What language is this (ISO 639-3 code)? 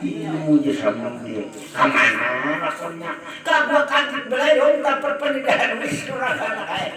bjn